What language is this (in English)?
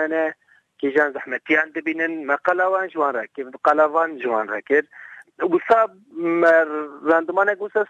Kurdish